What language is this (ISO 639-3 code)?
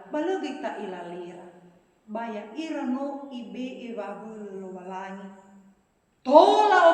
nia